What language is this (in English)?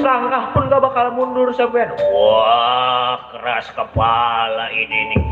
Betawi